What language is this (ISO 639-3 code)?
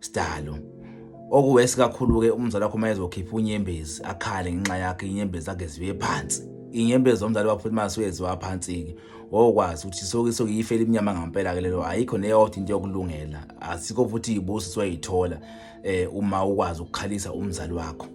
zul